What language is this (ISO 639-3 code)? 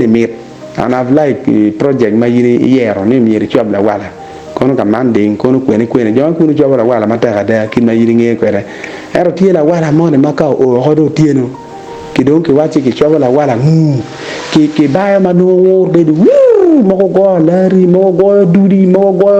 ach